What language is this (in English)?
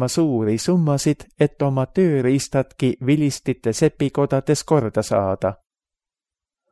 Estonian